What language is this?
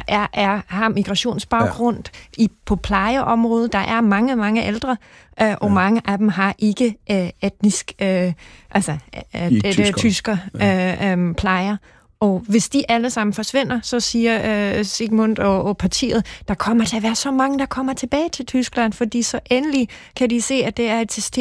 Danish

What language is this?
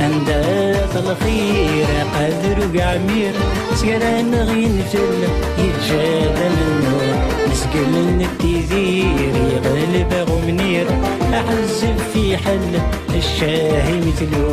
Kabyle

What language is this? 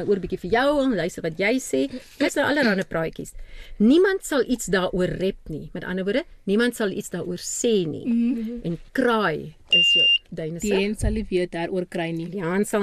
Afrikaans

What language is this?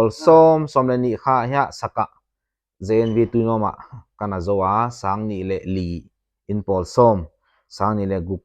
Paite Chin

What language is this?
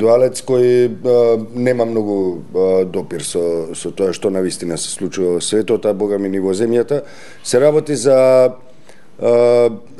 Macedonian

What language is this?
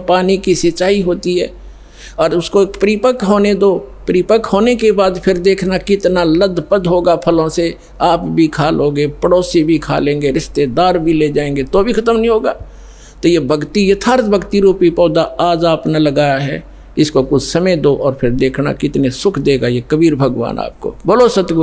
Hindi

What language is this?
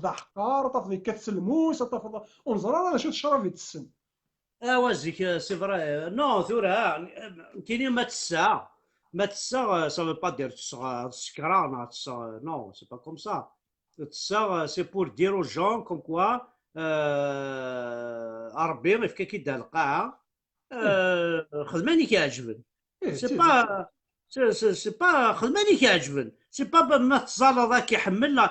Kabyle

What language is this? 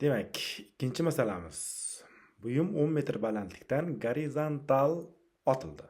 Uzbek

